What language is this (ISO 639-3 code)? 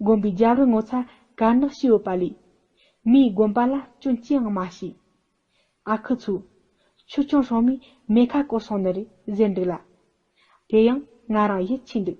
bod